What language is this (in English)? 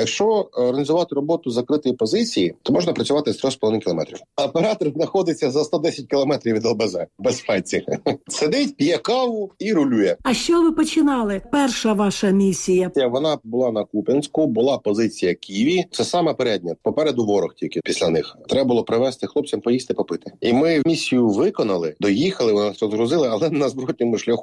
Ukrainian